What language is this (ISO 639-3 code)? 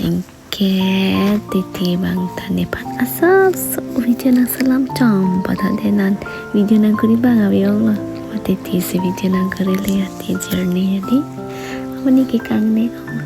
mjw